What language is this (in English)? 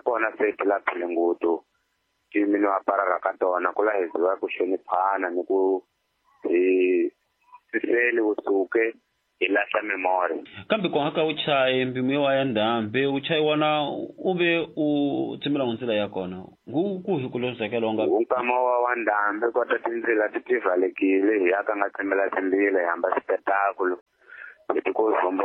Tsonga